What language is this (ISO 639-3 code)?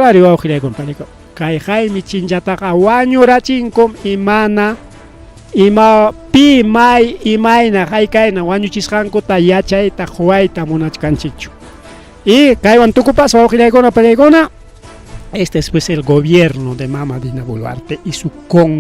quy